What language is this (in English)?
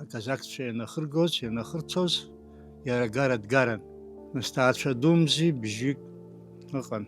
Abkhazian